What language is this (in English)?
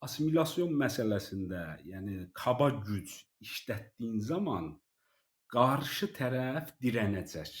South Azerbaijani